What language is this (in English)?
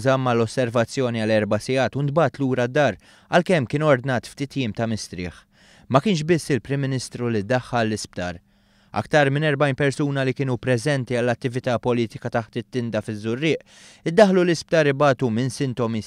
Maltese